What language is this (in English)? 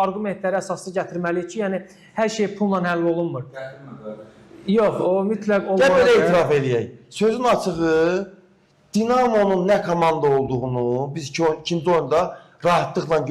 Azerbaijani